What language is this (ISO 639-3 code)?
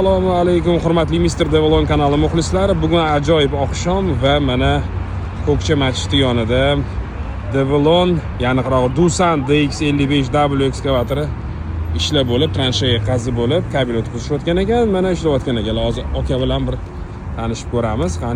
uzb